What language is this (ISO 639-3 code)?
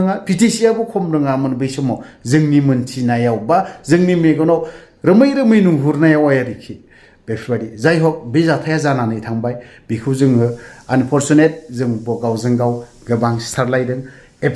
brx